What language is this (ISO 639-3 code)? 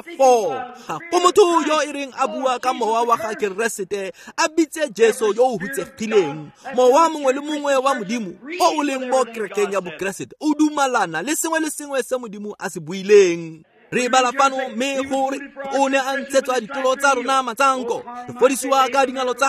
tsn